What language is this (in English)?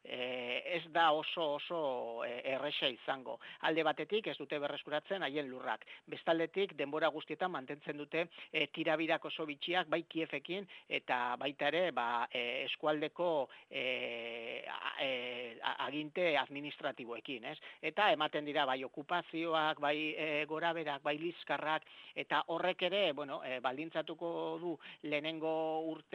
Basque